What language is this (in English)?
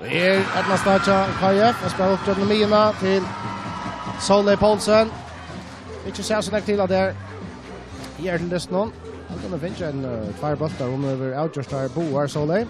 Faroese